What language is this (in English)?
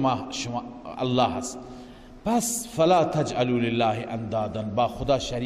Persian